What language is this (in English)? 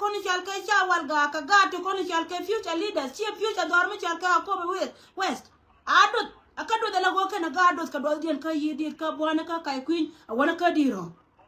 Nuer